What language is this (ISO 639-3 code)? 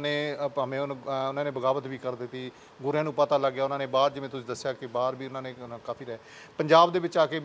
pan